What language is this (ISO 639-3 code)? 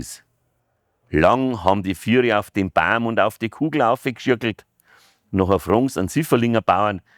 bar